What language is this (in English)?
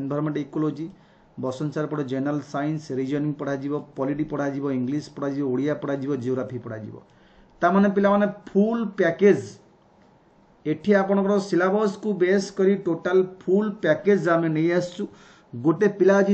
Odia